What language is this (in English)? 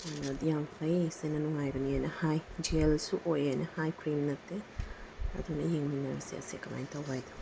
Manipuri